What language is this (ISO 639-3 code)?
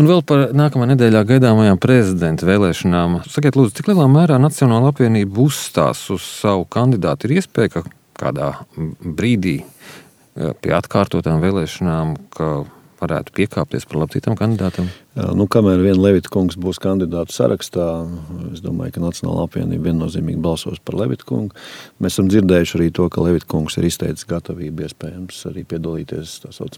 lav